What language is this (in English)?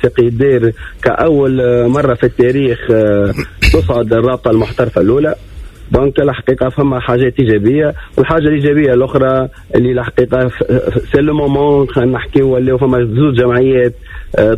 Tunisian Arabic